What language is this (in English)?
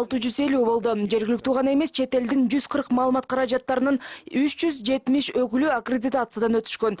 Kyrgyz